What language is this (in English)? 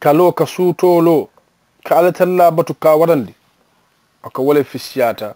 Mandingo